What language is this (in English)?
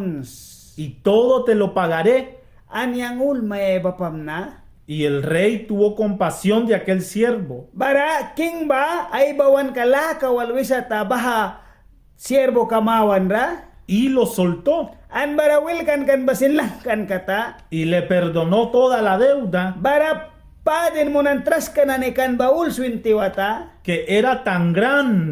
Mískito